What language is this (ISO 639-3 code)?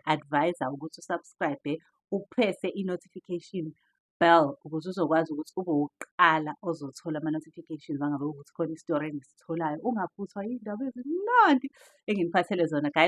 zul